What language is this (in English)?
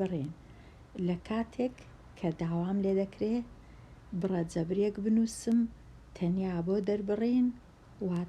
Central Kurdish